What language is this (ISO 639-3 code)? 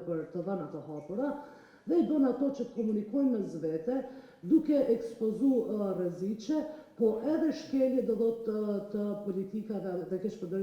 sqi